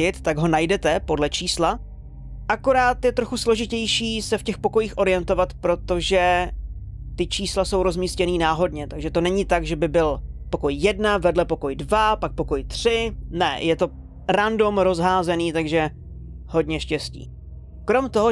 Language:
Czech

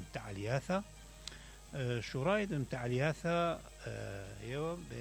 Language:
Mesopotamian Arabic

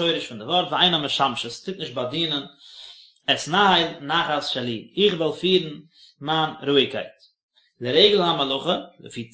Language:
Yiddish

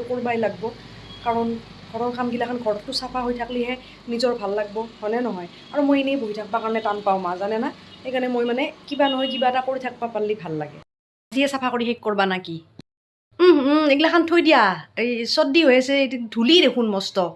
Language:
Assamese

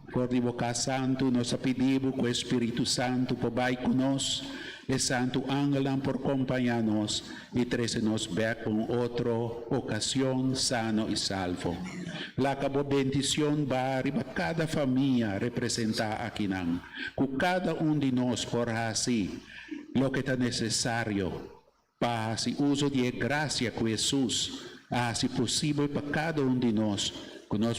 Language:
Papiamento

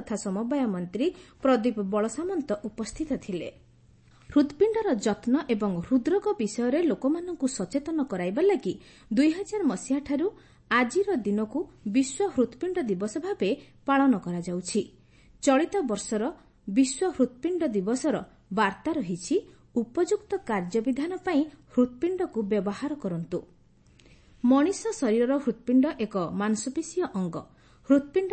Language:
Odia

